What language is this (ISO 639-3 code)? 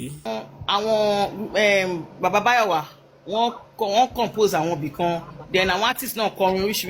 yor